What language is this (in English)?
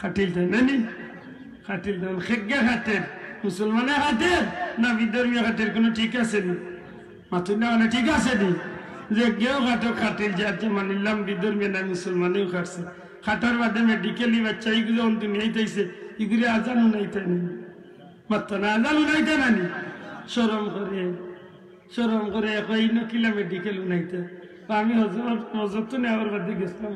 Sylheti